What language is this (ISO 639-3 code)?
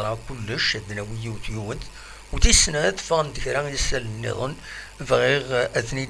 kab